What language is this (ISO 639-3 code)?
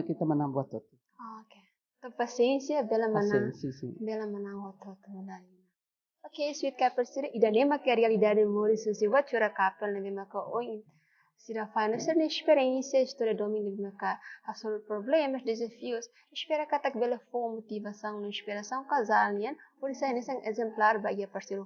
tet